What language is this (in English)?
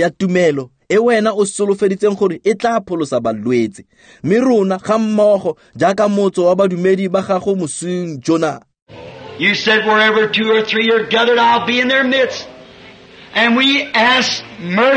Tswana